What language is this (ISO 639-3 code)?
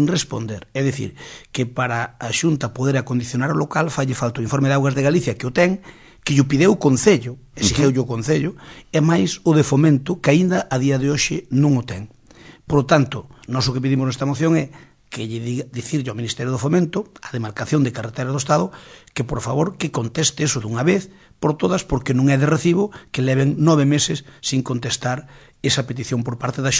glg